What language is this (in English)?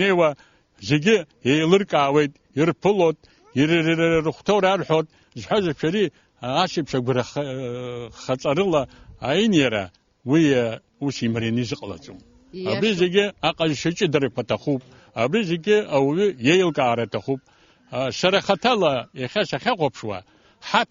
Abkhazian